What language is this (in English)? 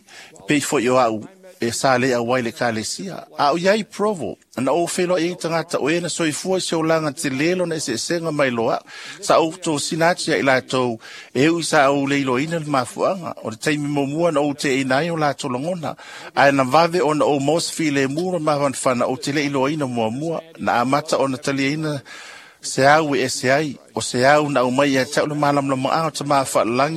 Samoan